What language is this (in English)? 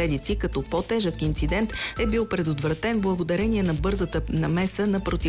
Bulgarian